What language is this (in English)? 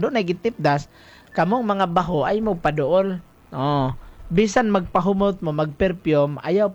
Cebuano